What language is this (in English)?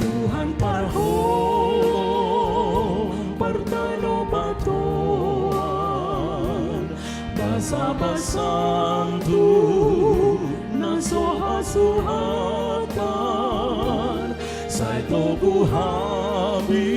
Batak Toba